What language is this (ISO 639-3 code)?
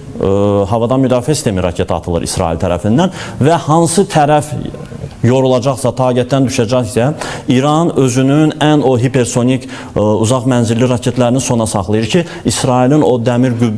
aze